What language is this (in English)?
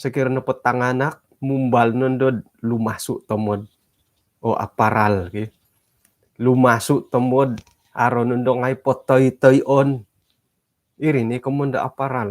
Central Dusun